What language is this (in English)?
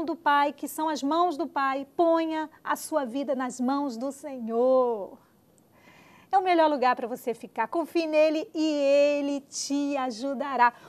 Portuguese